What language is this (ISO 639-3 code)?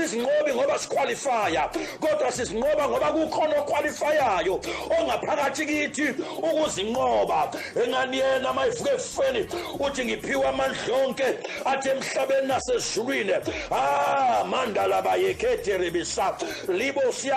zul